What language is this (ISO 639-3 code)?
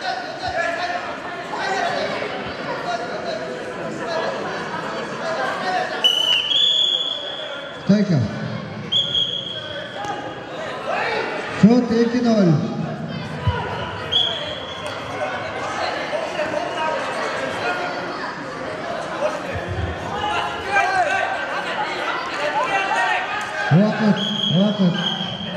kaz